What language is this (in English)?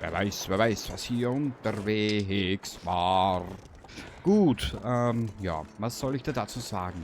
Bavarian